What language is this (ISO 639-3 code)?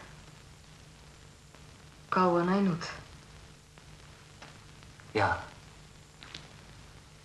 est